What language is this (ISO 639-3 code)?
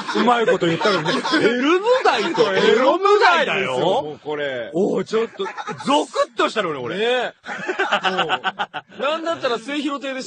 jpn